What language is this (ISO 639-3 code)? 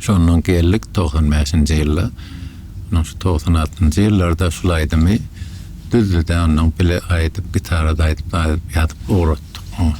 tuk